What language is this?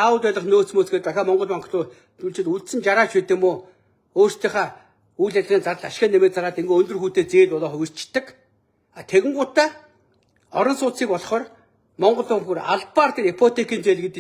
Mongolian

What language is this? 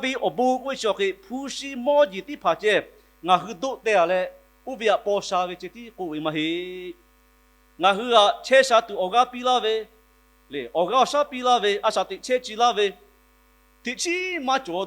Lahu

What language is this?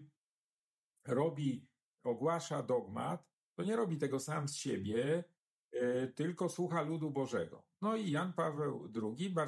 Polish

